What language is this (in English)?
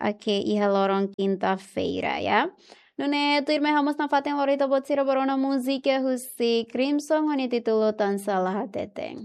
Tetum